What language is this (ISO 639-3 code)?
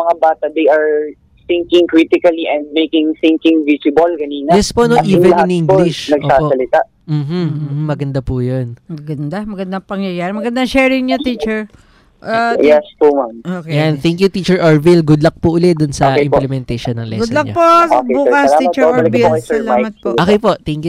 fil